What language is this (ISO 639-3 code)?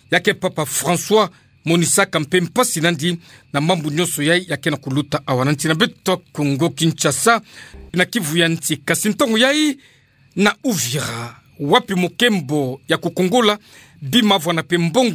ktu